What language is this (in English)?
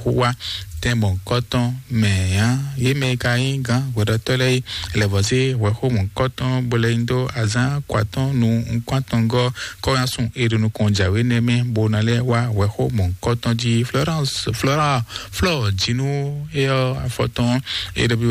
Fon